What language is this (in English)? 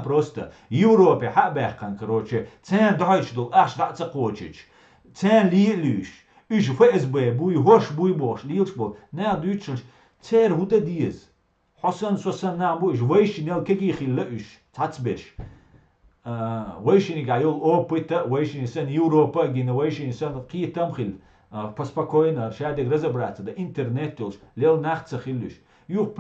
Chechen